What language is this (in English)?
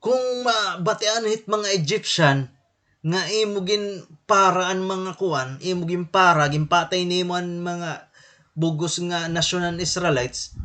Waray